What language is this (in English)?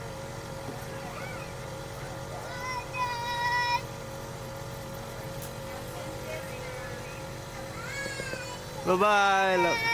Lao